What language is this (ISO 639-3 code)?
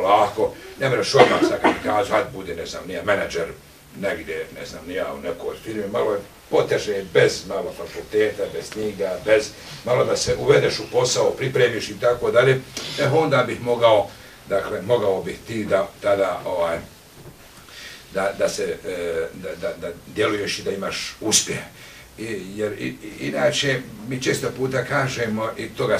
bos